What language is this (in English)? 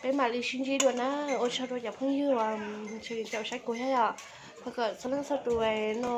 Hmong